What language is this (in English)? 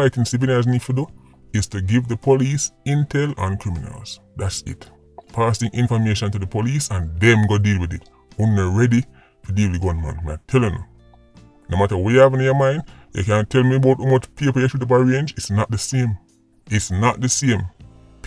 Jamaican Creole English